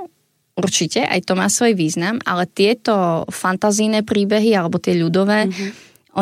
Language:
Slovak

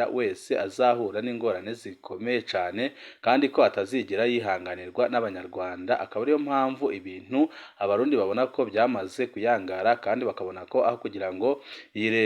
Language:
Rundi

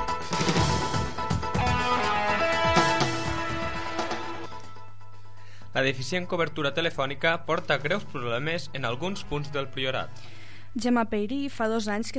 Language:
Catalan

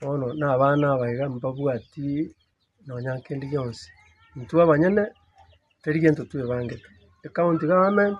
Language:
Gusii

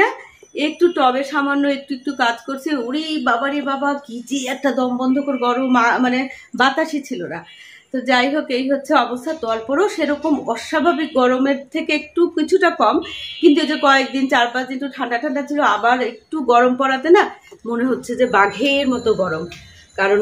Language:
Bangla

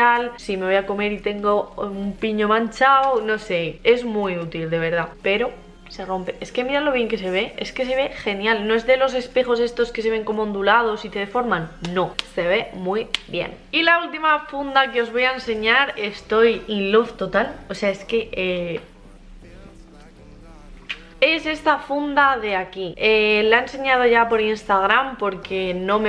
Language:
Spanish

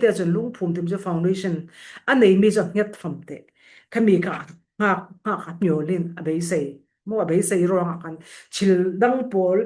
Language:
Falam Chin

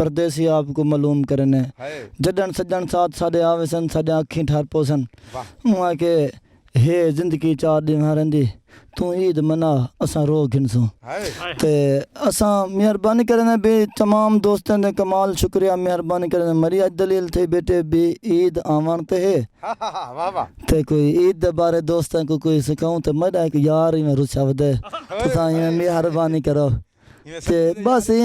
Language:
Saraiki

